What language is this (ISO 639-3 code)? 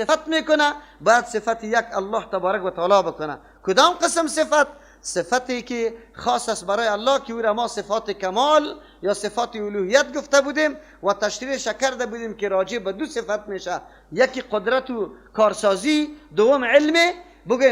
fas